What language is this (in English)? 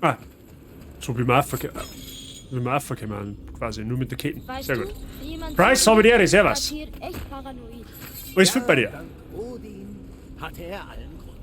Bavarian